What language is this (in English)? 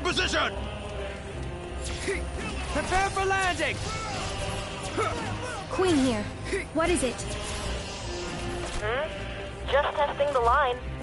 English